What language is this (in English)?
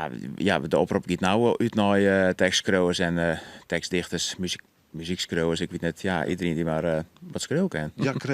Western Frisian